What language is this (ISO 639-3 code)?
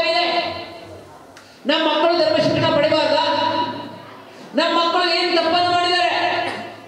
kan